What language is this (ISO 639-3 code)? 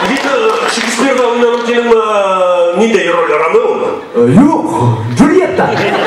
bak